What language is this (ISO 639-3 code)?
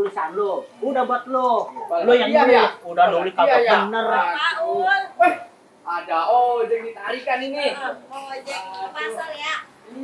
bew